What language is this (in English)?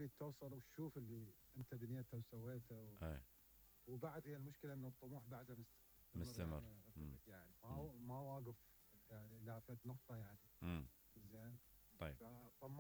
Mesopotamian Arabic